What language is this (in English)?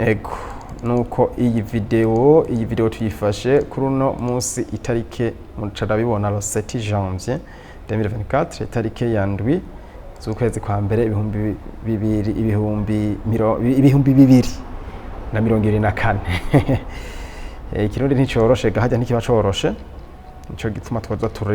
Rundi